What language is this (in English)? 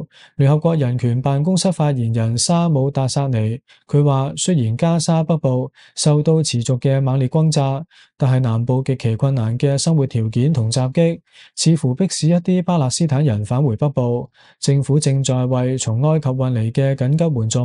Cantonese